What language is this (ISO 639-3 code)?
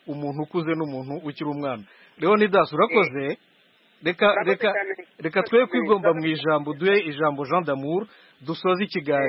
kin